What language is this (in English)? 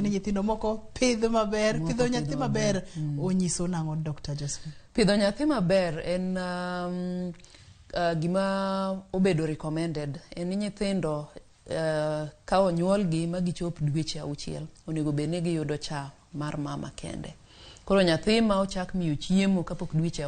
Luo (Kenya and Tanzania)